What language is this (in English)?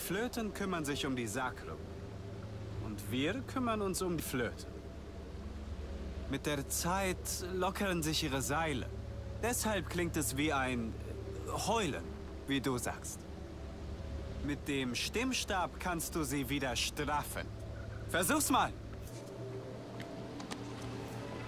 German